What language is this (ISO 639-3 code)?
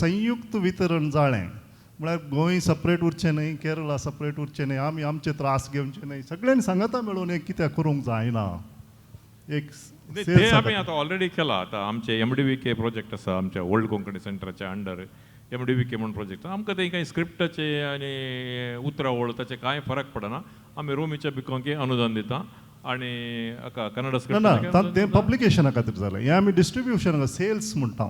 kok